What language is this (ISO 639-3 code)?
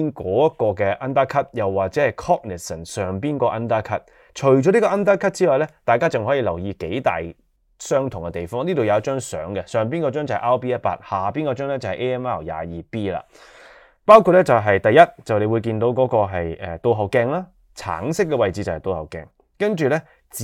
yue